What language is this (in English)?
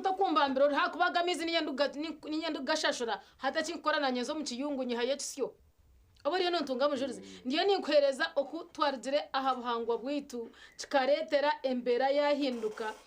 Nyankole